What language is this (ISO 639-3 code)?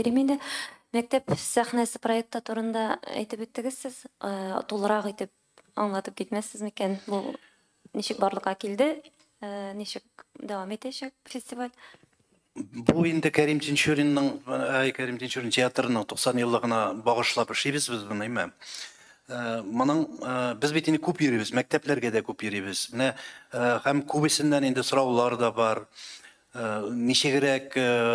tat